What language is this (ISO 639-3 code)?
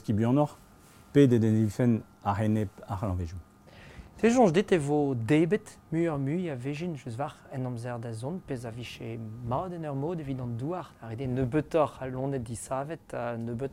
bre